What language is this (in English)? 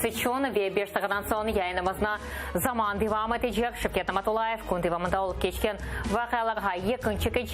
Crimean Tatar